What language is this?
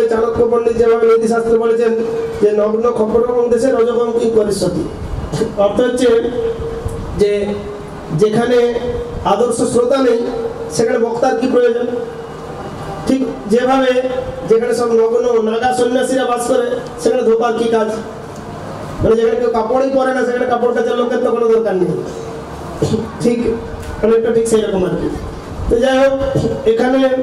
Bangla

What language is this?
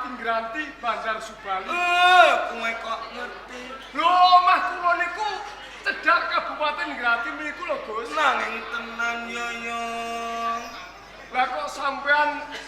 Javanese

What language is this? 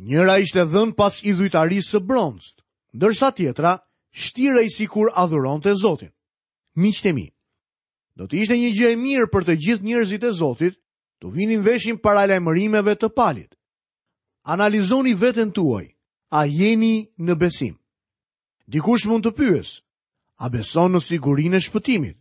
Albanian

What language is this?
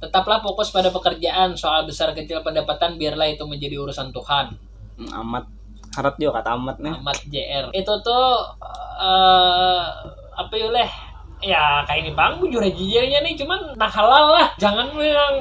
Banjar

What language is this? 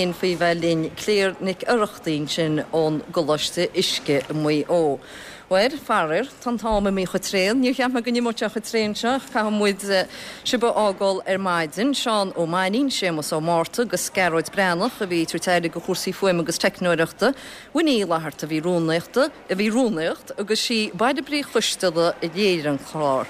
Irish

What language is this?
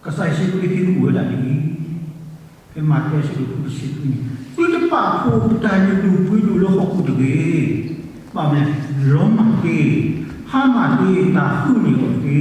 S'gaw Karen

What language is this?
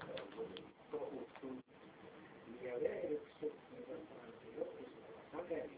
Estonian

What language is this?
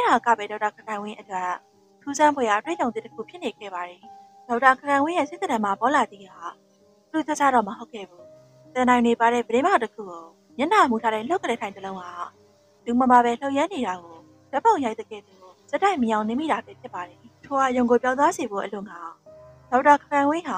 Burmese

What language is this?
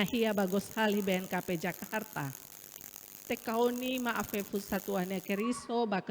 Nias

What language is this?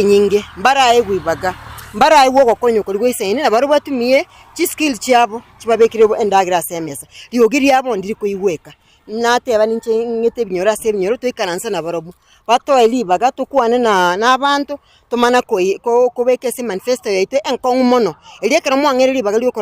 Gusii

